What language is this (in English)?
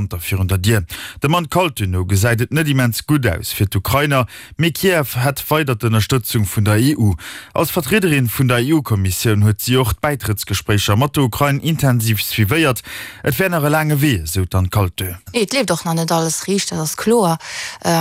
Luxembourgish